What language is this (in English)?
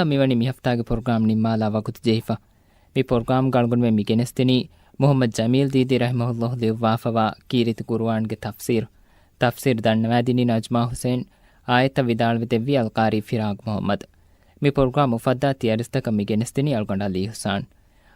Divehi